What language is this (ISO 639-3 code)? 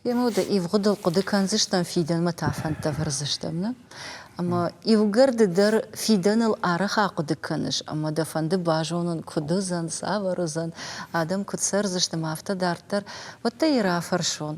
oss